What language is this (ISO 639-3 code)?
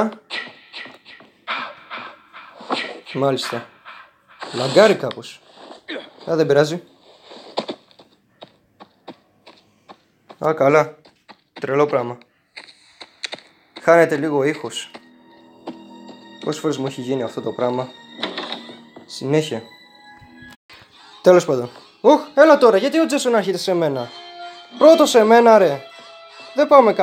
ell